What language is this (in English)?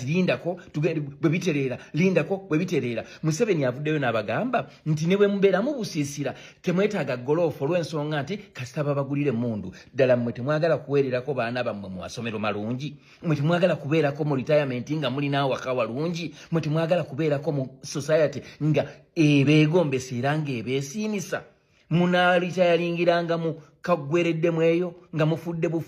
Ganda